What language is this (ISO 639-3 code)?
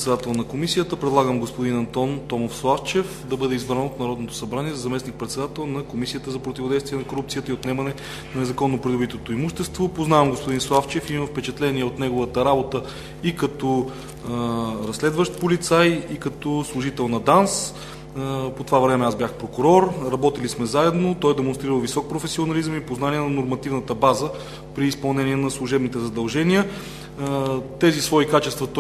bul